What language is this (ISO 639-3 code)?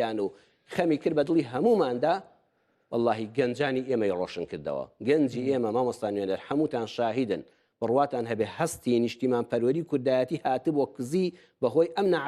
ckb